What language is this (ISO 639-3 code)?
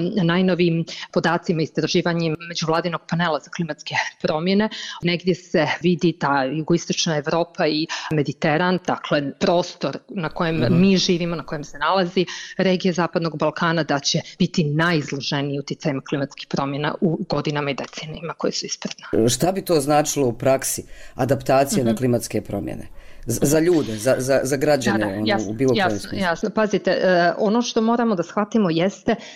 bos